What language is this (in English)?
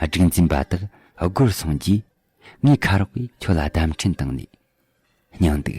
Tibetan